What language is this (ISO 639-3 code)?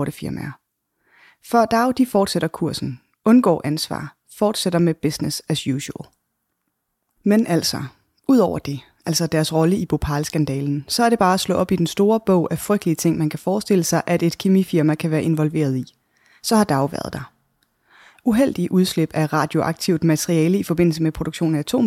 dan